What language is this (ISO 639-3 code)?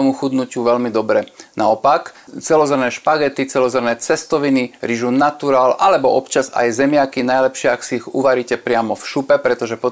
slk